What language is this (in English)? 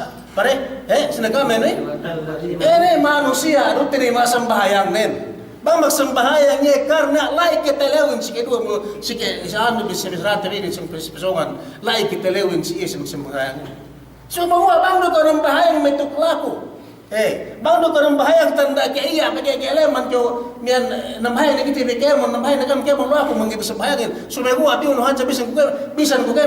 Yakan